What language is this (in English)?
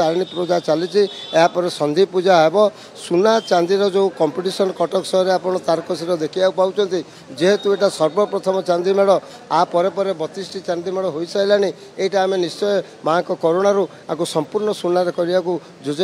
Odia